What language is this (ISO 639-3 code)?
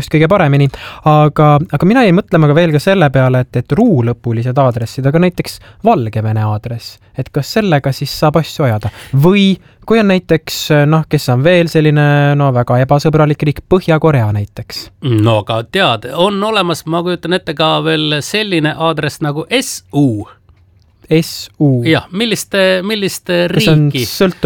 est